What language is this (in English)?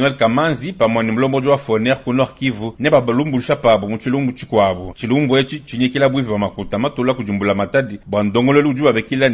Luba-Lulua